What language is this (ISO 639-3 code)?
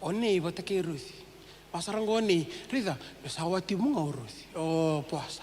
fij